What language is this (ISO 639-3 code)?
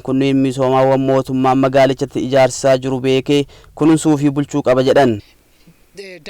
orm